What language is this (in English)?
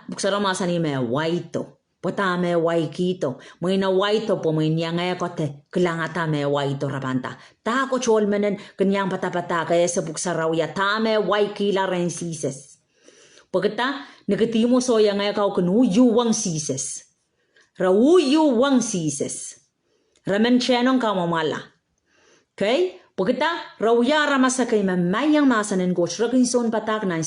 Pohnpeian